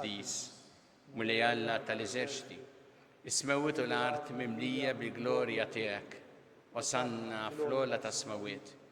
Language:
Maltese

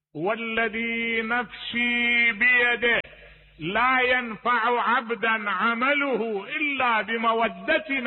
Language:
Mesopotamian Arabic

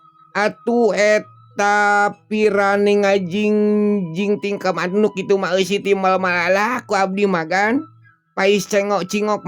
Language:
Sundanese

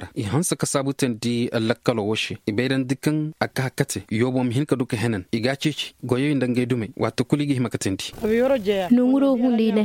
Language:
Koyraboro Senni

